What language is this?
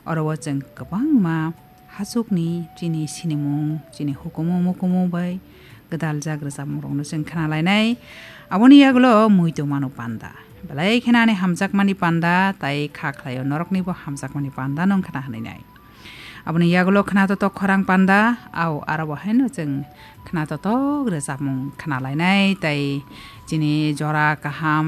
Kok Borok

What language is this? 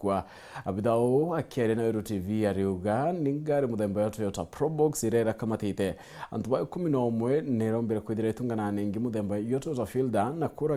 Meru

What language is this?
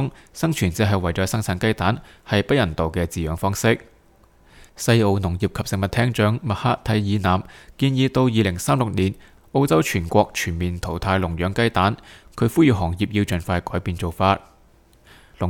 Cantonese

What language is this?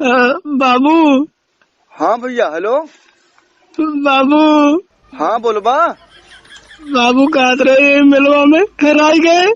Awadhi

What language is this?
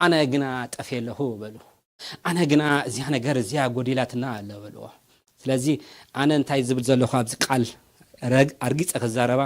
Tigrinya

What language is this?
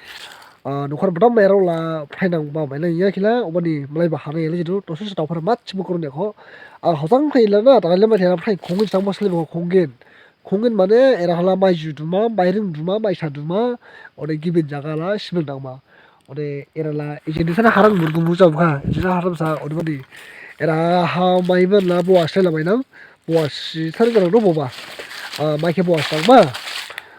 Dimasa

